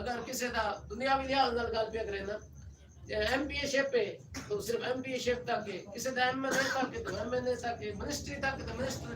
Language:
Saraiki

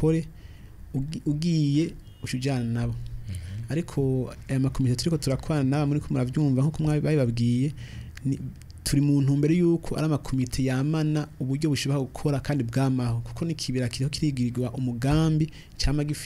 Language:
Rundi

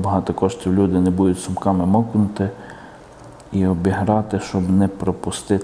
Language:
Ukrainian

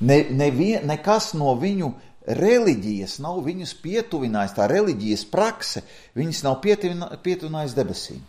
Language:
Latvian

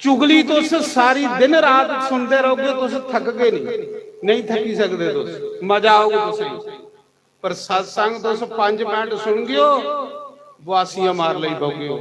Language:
Dogri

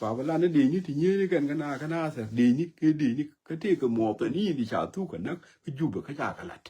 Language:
Nuer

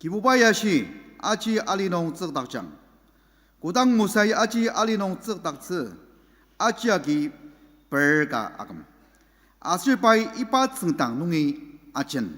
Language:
Ao Naga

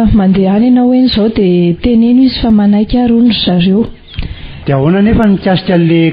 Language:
Malagasy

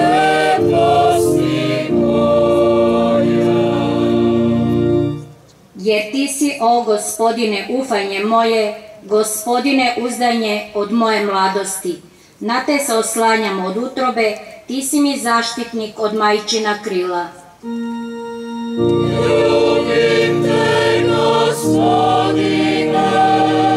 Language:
Croatian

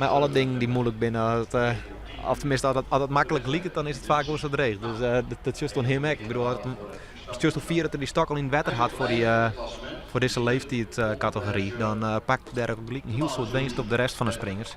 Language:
Western Frisian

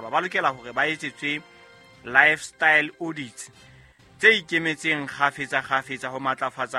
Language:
Southern Sotho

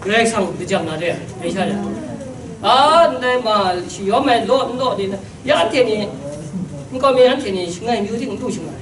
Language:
Kachin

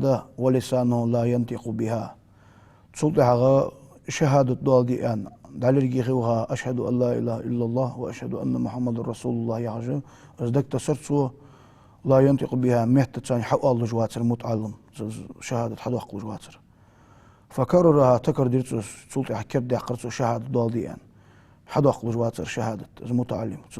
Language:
Ingush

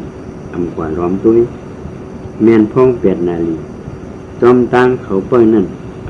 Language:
Shan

